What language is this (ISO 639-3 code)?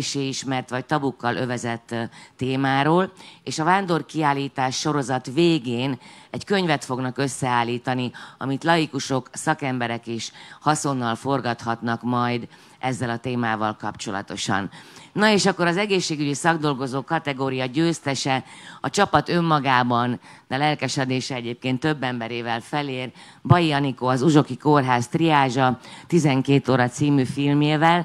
hun